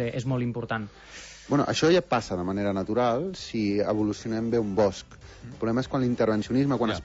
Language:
Catalan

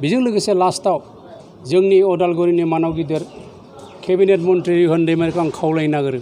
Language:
Bodo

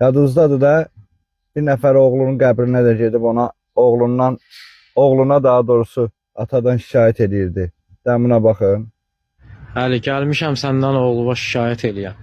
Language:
Azerbaijani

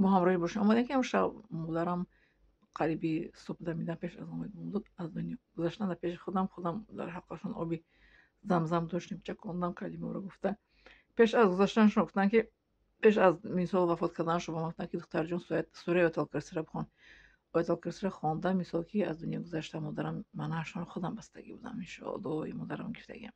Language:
Tajik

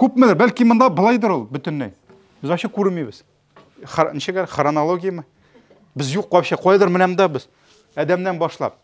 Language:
Tatar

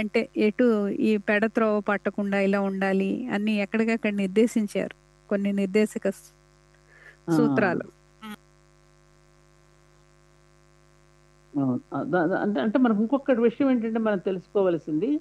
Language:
Telugu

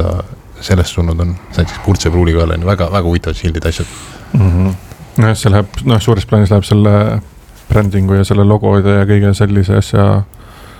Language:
Estonian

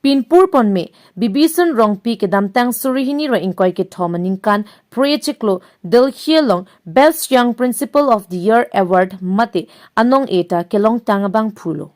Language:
Karbi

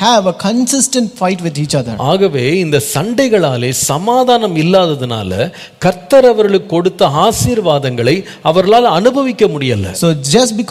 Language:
Tamil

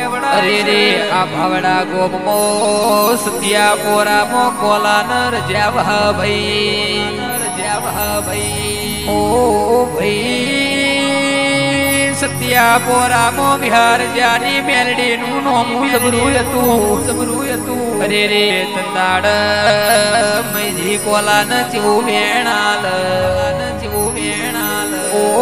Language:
Gujarati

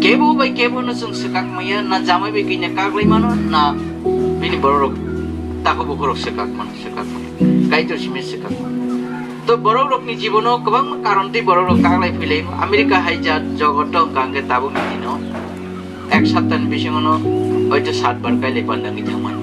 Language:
Riang (India)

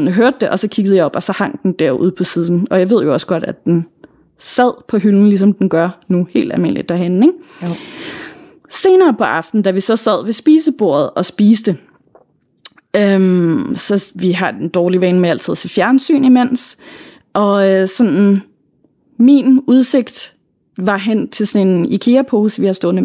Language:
Danish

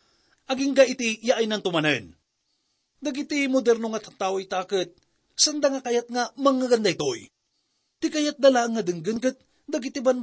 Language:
Iloko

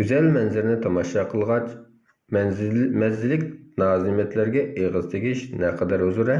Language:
Uyghur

